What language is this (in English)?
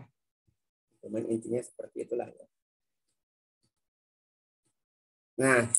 Indonesian